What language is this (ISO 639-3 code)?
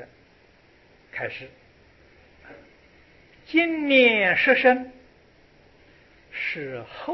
zho